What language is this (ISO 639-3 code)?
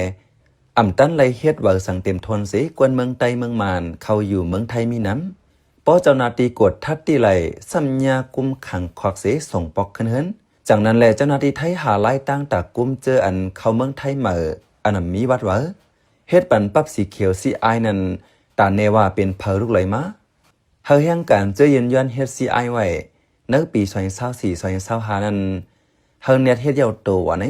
shn